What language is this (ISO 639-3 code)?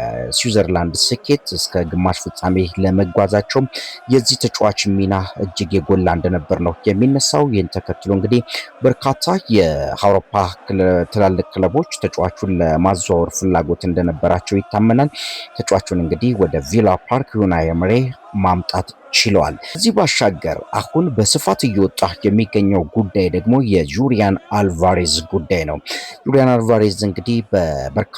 amh